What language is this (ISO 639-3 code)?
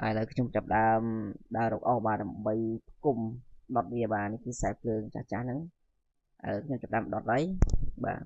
khm